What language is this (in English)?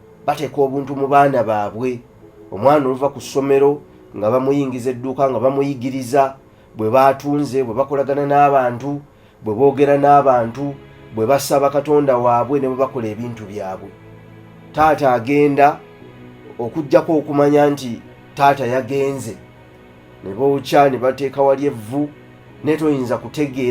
Ganda